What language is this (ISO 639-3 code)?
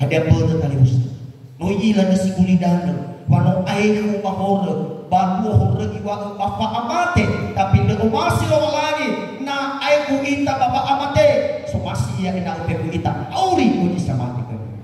nia